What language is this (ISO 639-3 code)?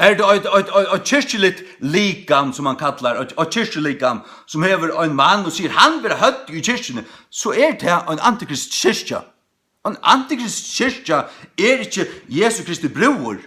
fao